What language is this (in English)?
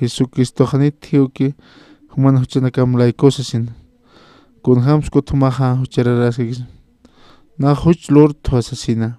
Aymara